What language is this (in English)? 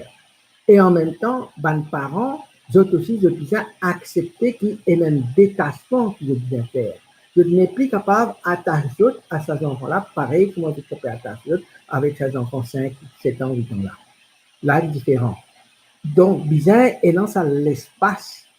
Morisyen